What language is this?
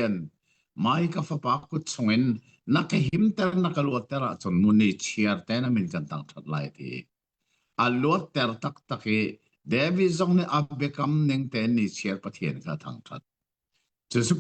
Hakha Chin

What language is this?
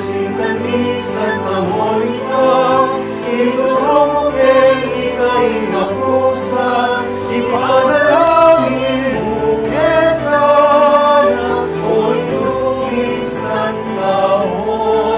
Pampanga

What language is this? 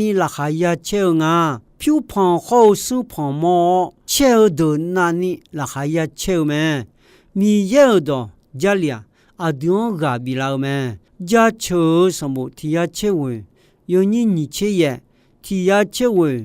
Akha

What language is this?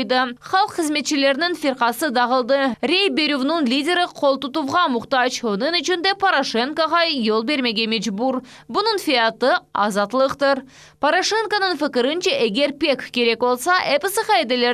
Crimean Tatar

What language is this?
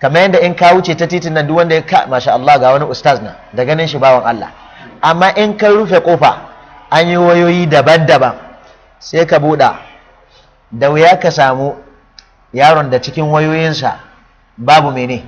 Hausa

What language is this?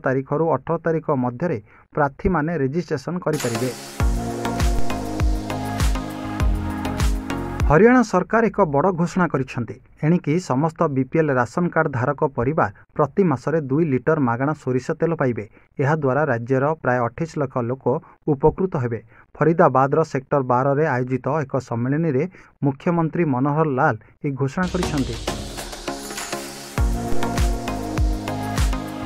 Odia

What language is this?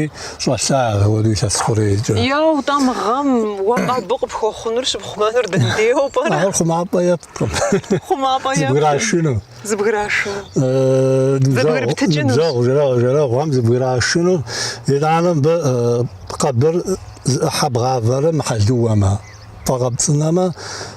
Kabardian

